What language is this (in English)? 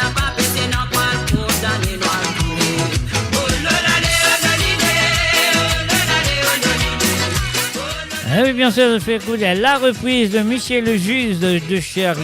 Morisyen